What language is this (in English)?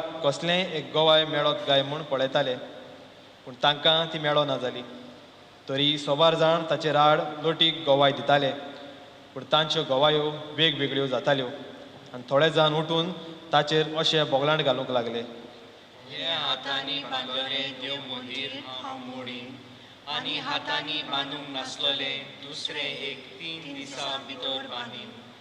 Konkani